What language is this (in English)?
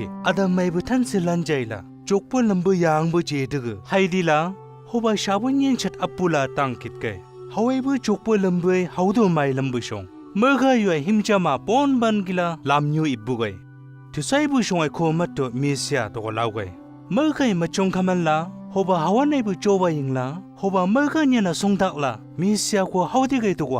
Chang Naga